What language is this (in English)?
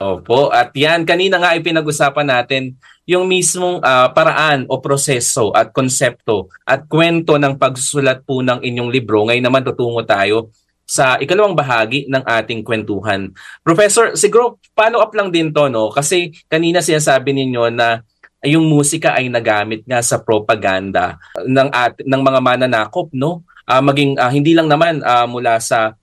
Filipino